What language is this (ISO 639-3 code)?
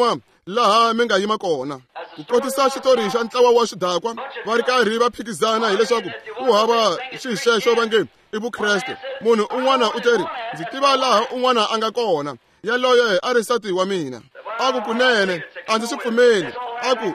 tso